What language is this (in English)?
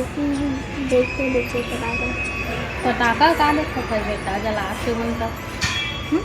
Chhattisgarhi